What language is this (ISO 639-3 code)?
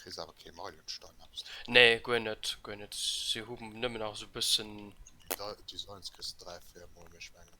ltz